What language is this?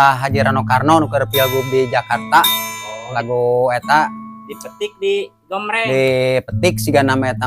Sundanese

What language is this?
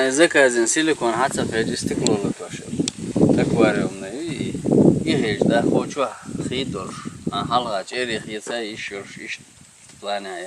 Chechen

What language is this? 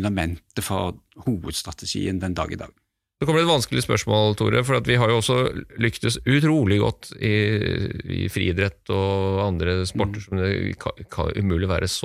Norwegian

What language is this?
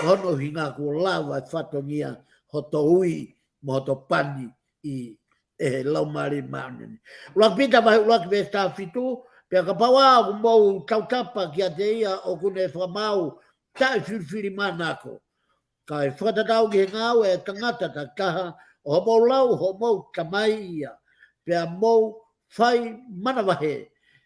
Tongan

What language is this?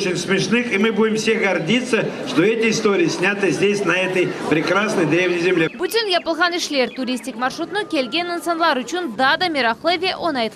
Crimean Tatar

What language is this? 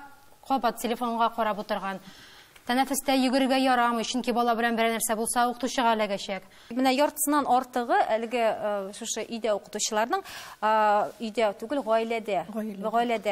Tatar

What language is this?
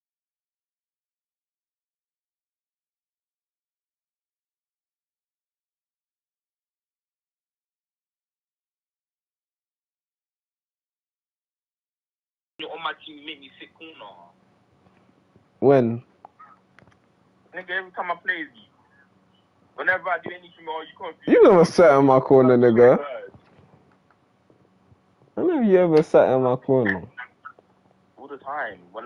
English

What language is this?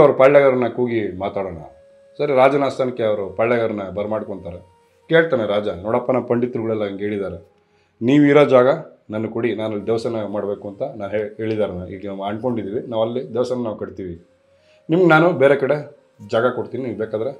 Kannada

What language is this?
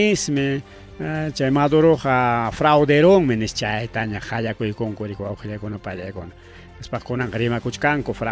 Ayacucho Quechua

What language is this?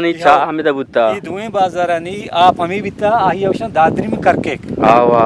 Eastern Balochi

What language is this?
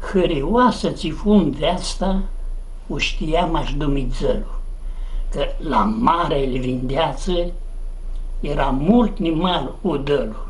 Aromanian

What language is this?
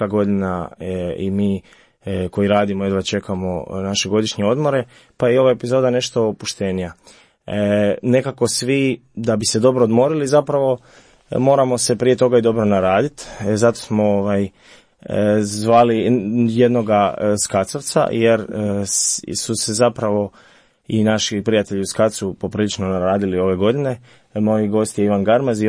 Croatian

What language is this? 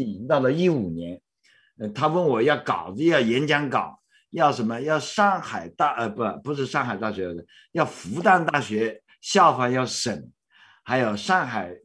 Chinese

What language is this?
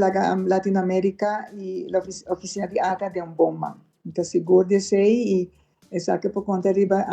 Papiamento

